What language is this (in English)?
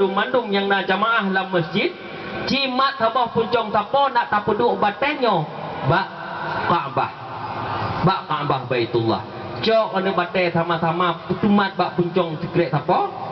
Achinese